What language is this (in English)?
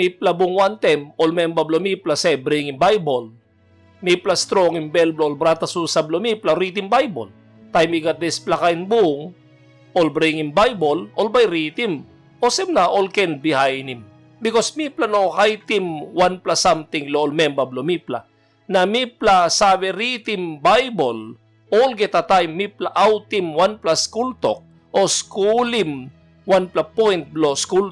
Tok Pisin